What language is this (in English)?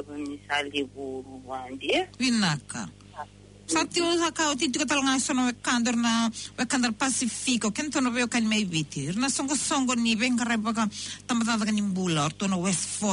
Fijian